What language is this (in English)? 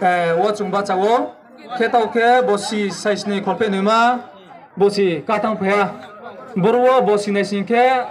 Riang (India)